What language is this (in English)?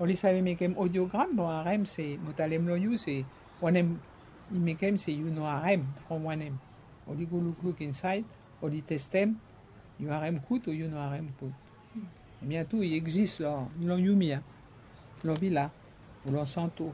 Bislama